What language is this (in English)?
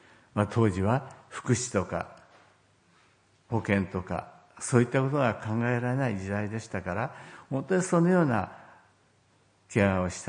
Japanese